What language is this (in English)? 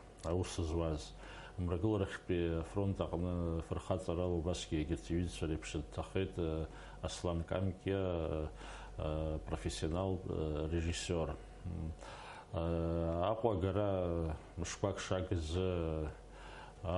Abkhazian